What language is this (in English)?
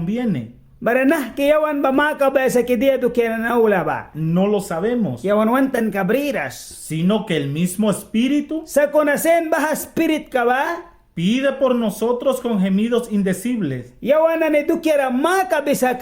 Mískito